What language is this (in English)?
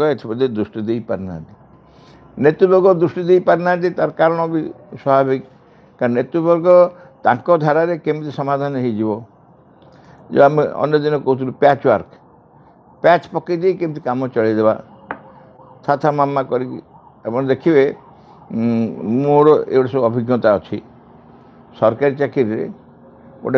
Odia